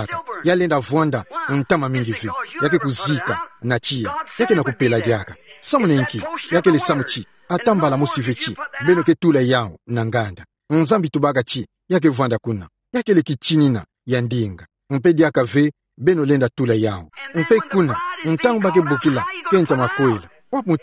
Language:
Kituba (Democratic Republic of Congo)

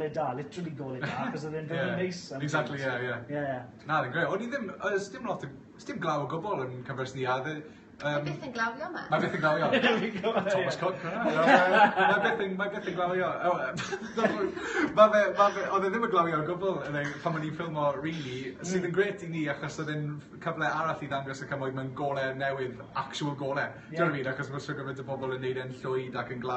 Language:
Welsh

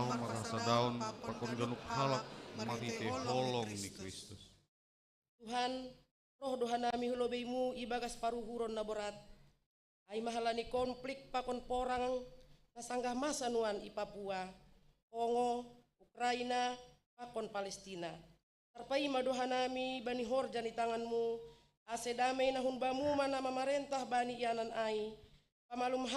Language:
Batak Simalungun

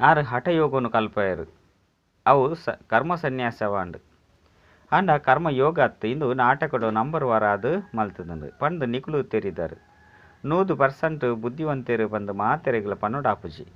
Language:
Tulu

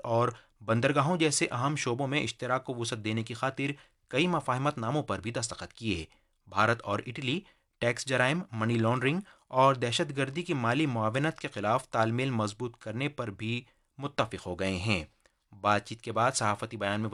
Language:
Urdu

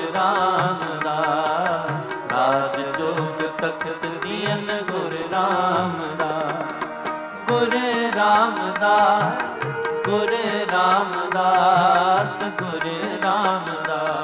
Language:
Punjabi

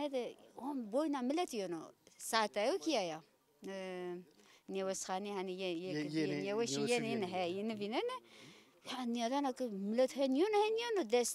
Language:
Zaza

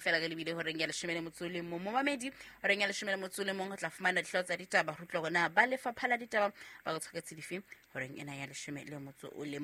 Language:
Southern Sotho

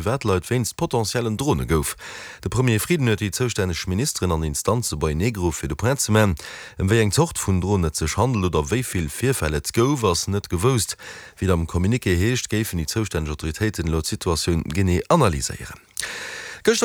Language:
Luxembourgish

